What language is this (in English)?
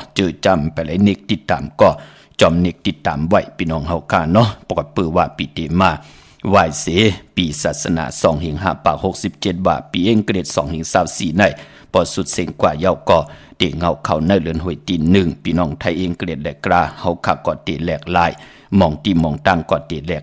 Shan